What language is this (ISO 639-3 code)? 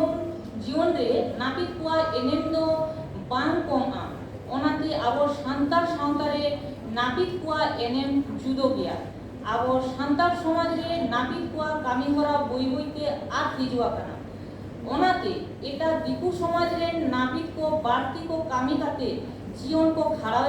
sat